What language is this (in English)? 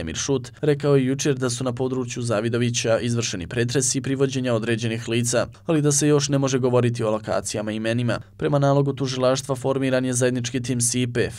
Bosnian